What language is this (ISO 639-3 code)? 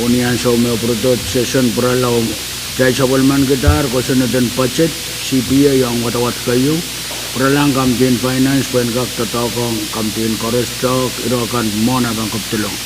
pon